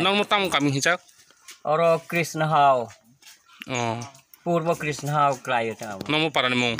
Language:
Kok Borok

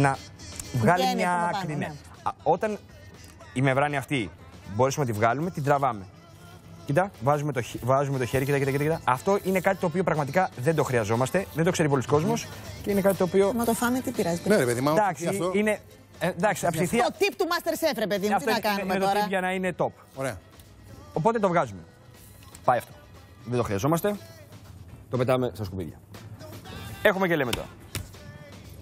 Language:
Greek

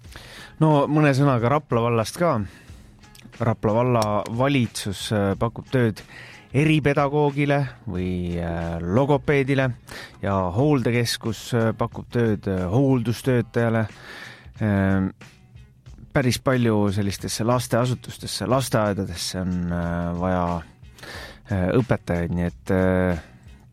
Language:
Estonian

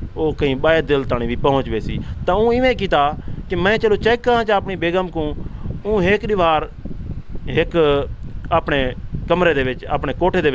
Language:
Saraiki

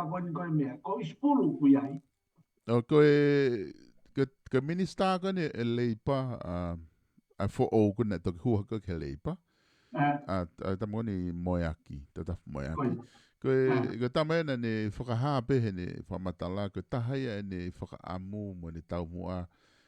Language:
Tongan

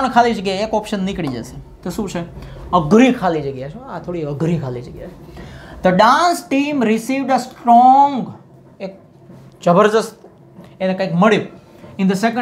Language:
Gujarati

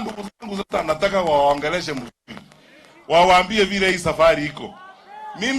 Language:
Gusii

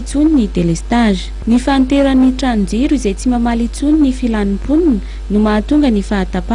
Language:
Malagasy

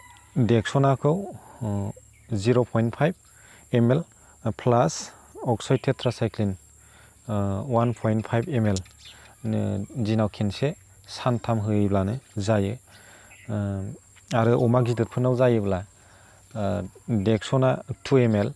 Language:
Bodo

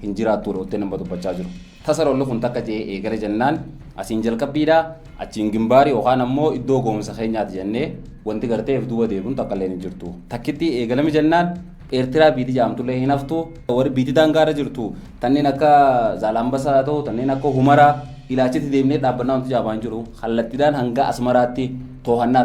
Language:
Oromo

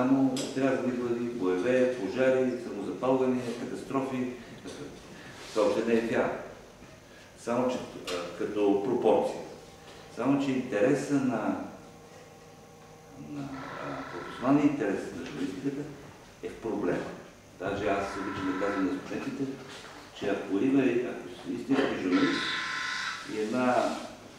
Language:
Bulgarian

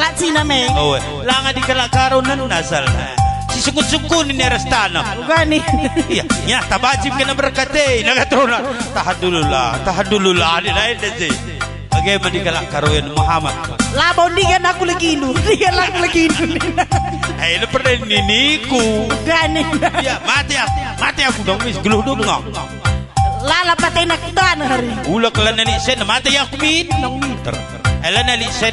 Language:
Batak Karo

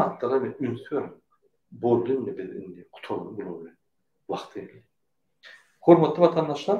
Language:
Turkmen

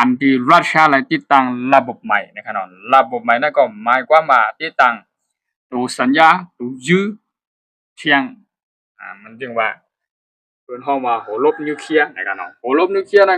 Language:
Shan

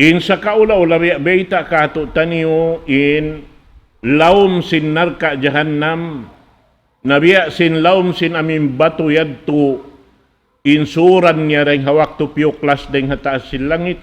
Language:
Tausug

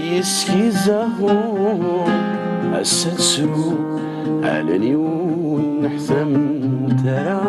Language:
Kabyle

